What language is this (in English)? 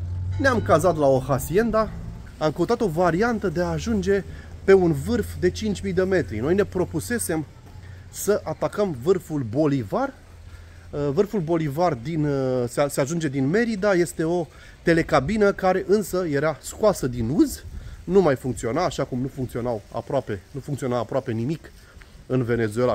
Romanian